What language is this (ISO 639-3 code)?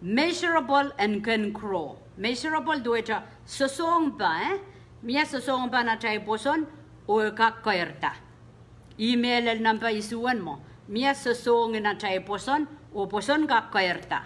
pon